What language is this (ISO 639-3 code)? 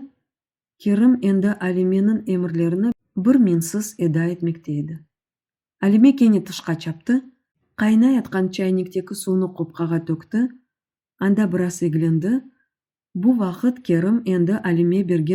crh